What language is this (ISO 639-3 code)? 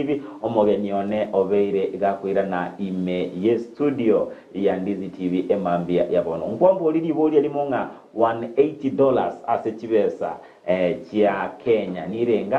guz